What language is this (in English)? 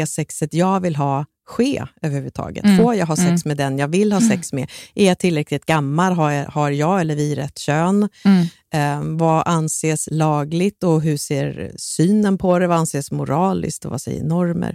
Swedish